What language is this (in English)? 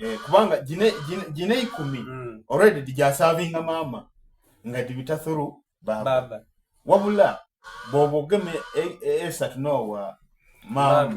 Soga